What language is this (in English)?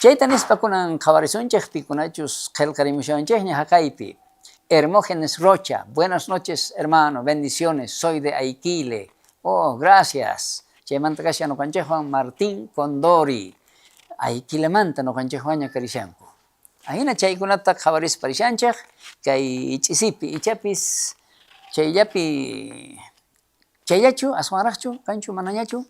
South Bolivian Quechua